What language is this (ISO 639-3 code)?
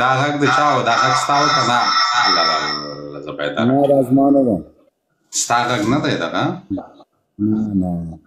pus